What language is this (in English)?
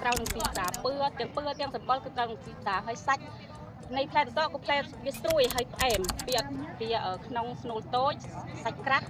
Khmer